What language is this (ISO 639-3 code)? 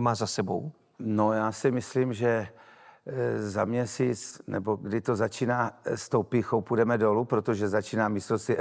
ces